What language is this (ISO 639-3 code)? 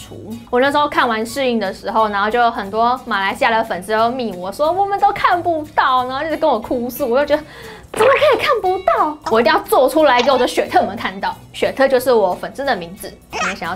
zho